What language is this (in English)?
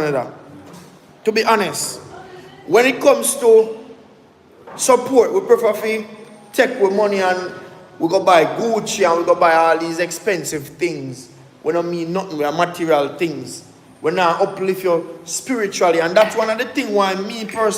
Jamaican Creole English